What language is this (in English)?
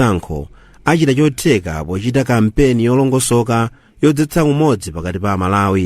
Nyanja